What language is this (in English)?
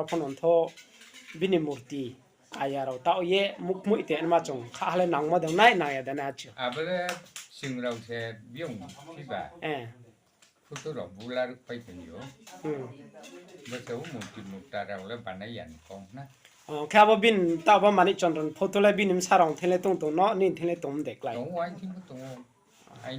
Riang (India)